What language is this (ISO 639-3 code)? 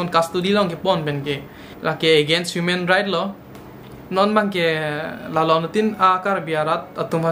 mjw